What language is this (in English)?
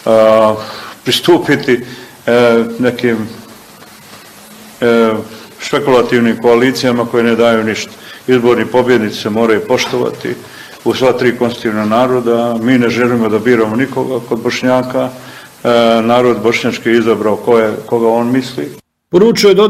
Bosnian